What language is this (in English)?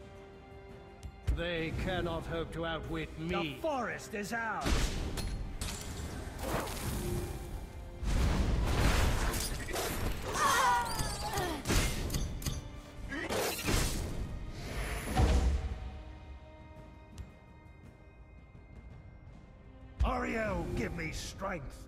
English